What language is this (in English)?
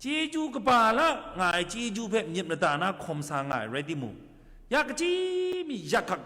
Kachin